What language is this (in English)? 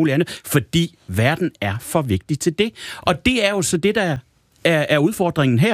Danish